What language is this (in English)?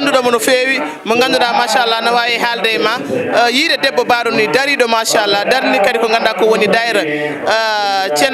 Fula